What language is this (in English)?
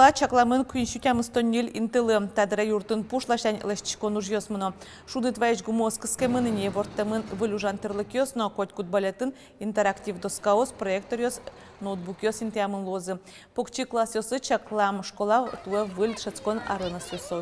Udmurt